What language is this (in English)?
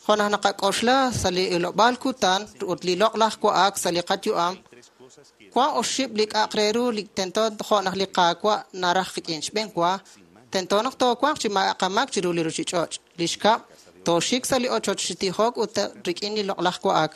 Kekchí